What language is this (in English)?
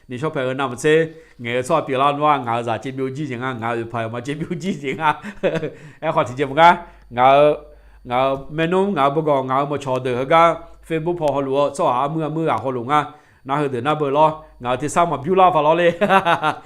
Akha